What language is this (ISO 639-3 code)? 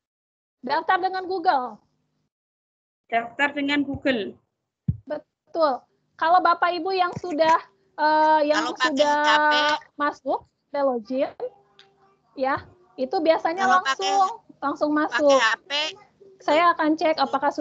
ind